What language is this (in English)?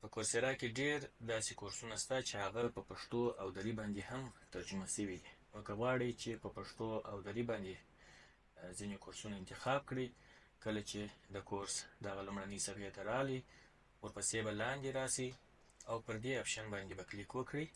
Pashto